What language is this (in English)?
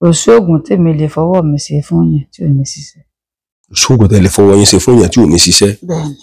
Yoruba